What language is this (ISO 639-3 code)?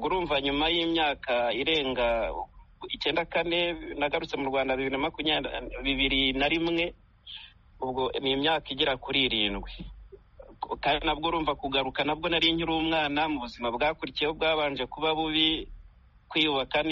kin